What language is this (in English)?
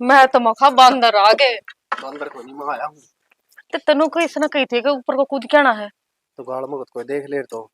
Haryanvi